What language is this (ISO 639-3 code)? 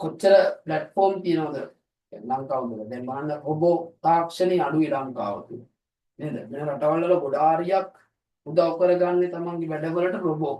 sin